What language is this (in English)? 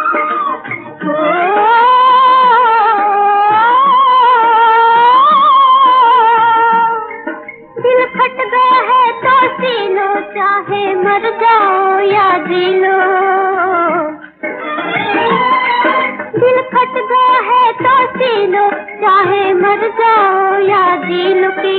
Hindi